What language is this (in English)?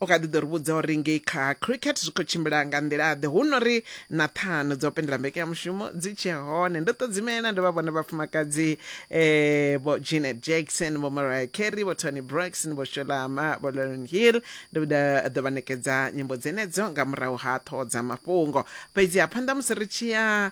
Venda